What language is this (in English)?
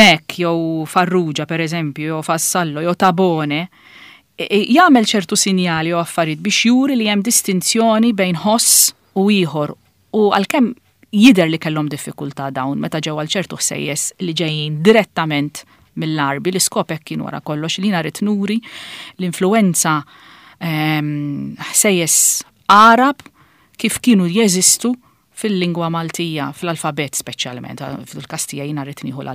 Maltese